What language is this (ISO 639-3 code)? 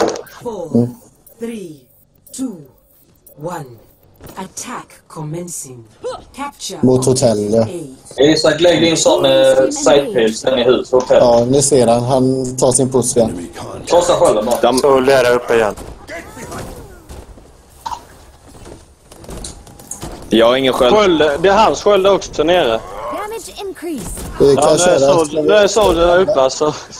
swe